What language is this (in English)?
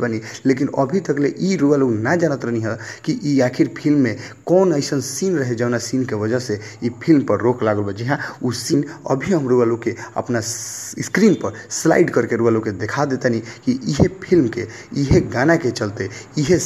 Bhojpuri